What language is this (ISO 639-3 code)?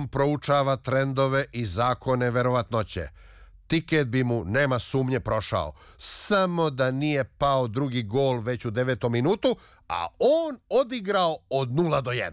srp